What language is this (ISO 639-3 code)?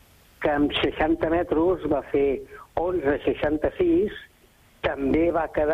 cat